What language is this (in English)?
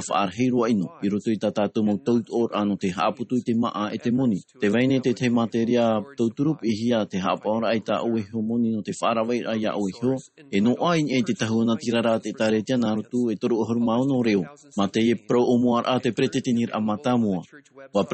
Tahitian